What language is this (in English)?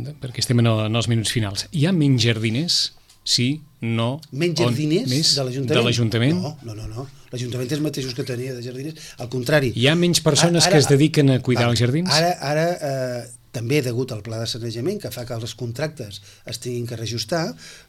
Catalan